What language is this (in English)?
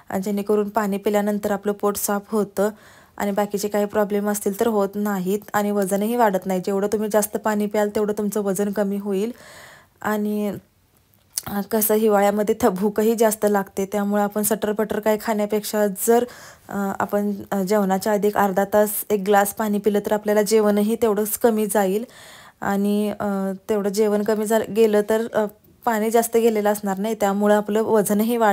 Marathi